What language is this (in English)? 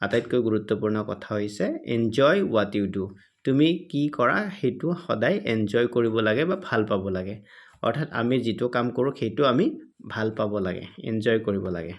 Assamese